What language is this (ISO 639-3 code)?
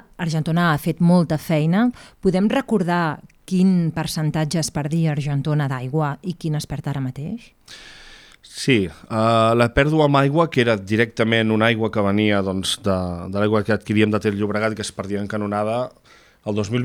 cat